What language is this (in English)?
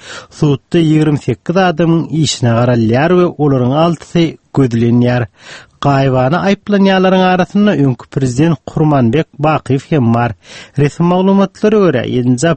Turkmen